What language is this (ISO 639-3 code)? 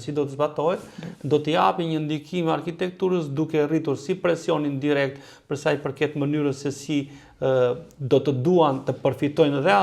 sqi